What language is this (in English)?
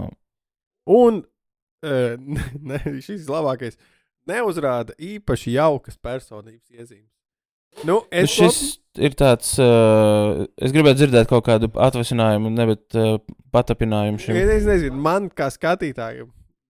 Latvian